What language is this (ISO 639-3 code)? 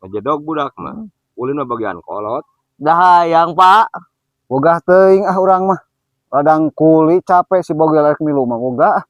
sun